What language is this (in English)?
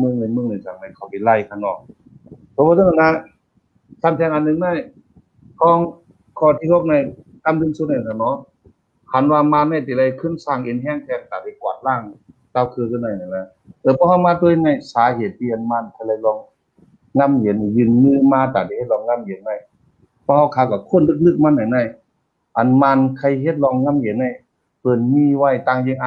Shan